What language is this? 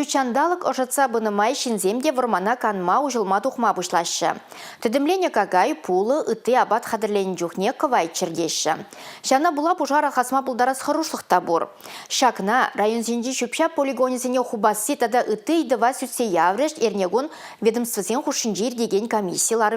Chuvash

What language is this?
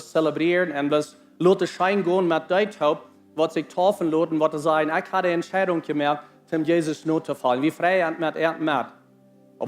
Plautdietsch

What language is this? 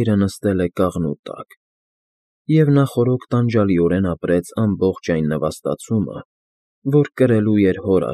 Armenian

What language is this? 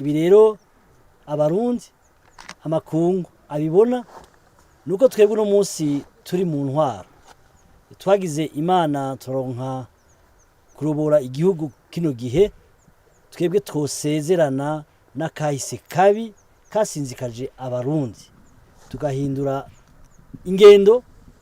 Rundi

